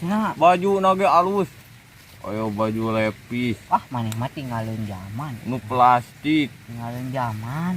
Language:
Sundanese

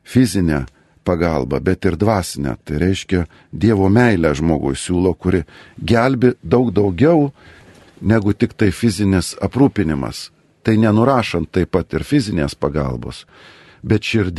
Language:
Lithuanian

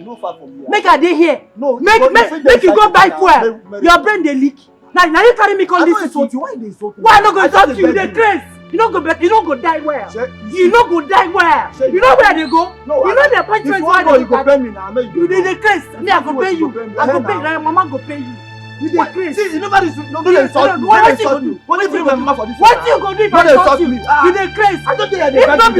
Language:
Nigerian Pidgin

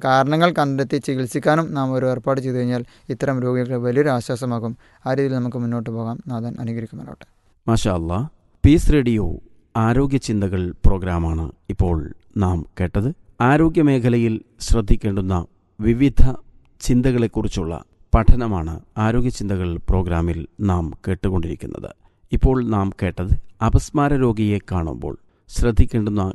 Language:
Malayalam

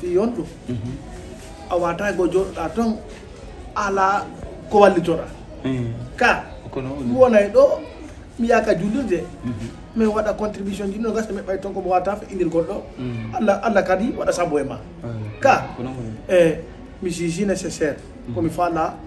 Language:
Fula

